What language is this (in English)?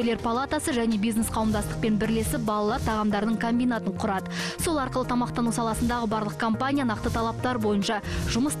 Kazakh